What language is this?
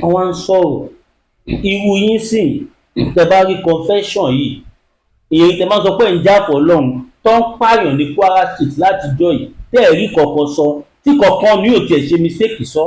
Yoruba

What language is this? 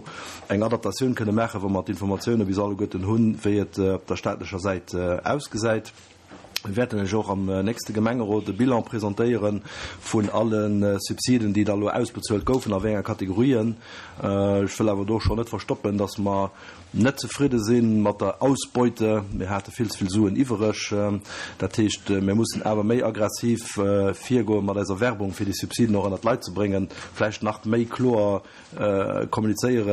Luxembourgish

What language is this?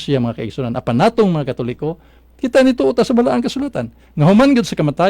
Cebuano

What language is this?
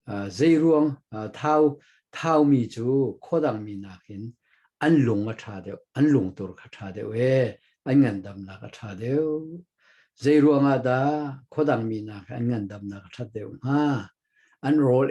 Hakha Chin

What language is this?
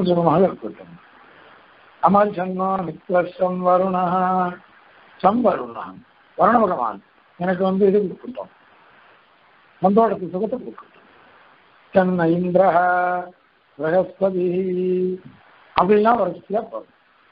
Tamil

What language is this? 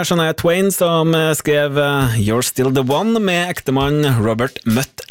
Norwegian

